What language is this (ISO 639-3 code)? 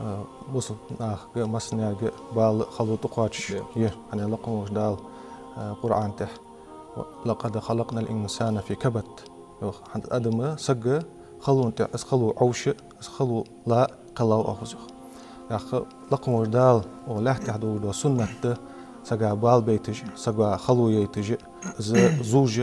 inh